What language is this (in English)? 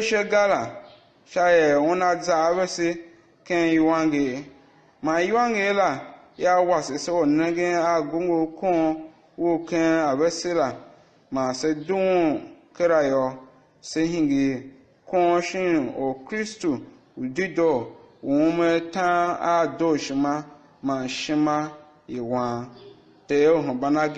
Tiv